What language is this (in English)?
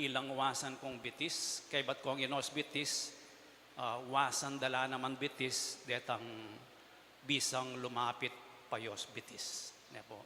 Pampanga